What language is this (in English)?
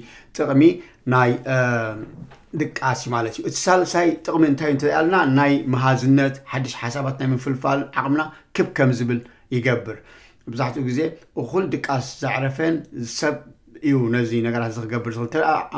Tigrinya